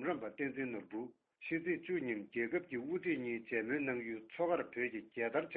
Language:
Tibetan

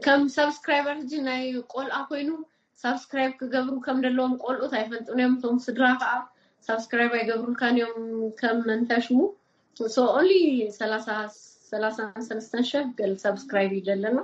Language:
Tigrinya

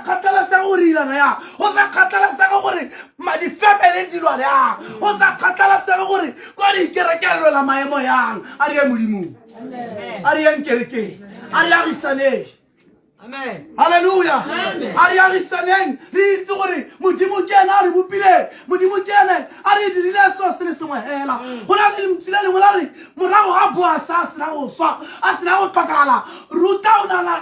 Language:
Tswana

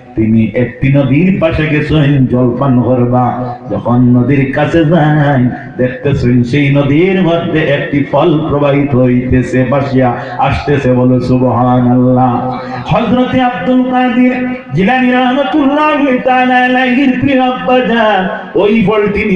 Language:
Sylheti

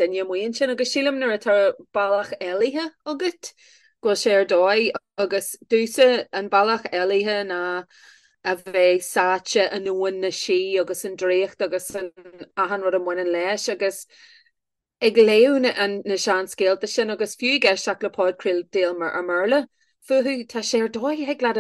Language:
Irish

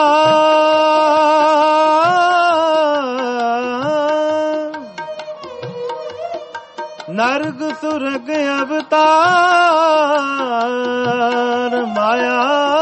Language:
Punjabi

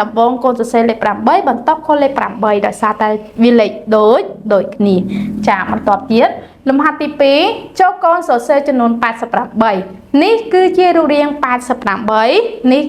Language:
Khmer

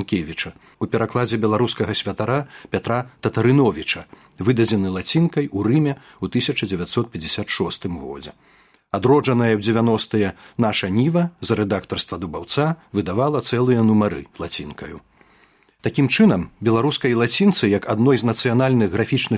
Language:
Belarusian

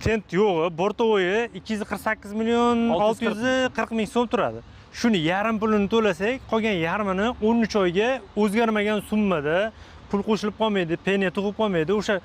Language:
Uzbek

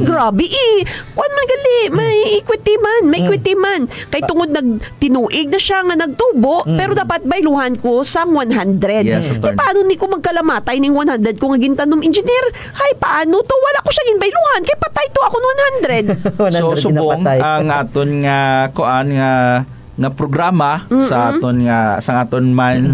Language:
Hiligaynon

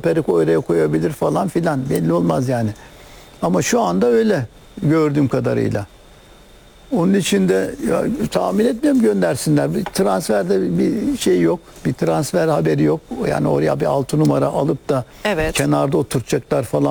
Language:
Turkish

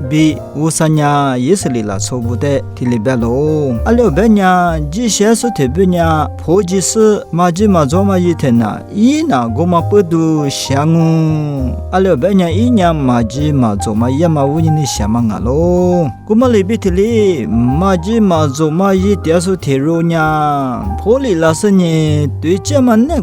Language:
Lisu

